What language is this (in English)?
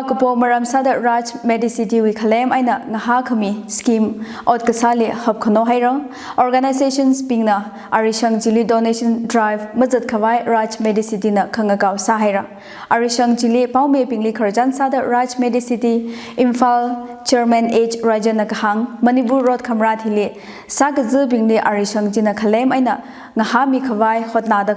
Tangkhul Naga (India)